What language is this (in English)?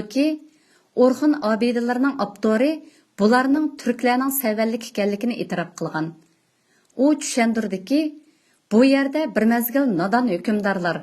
Uyghur